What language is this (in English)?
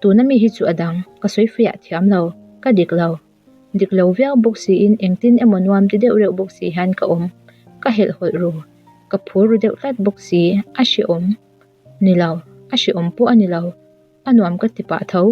Mizo